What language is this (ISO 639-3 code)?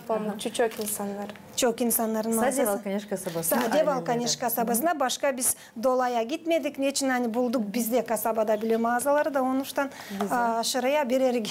gag